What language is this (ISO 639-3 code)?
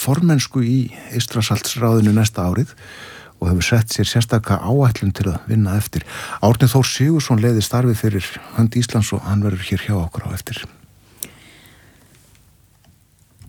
isl